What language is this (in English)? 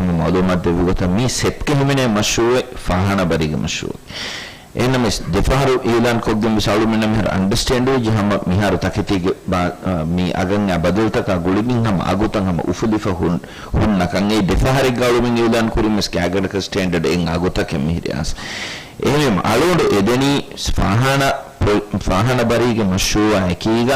Divehi